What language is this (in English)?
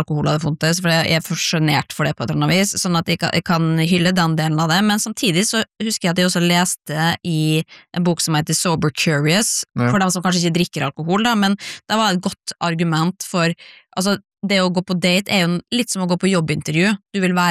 Norwegian